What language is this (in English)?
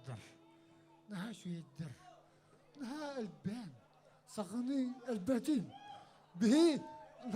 Yakut